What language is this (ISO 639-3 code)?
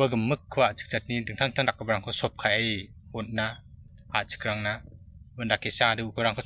grt